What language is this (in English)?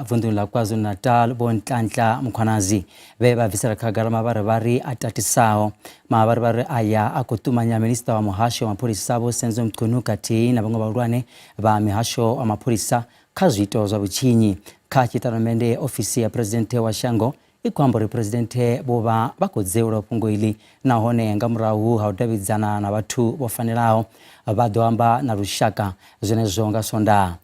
Venda